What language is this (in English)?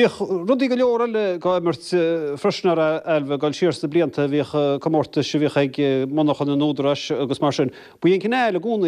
Irish